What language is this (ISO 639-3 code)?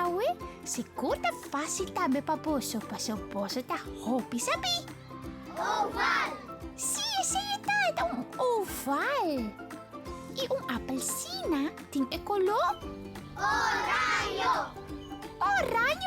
pap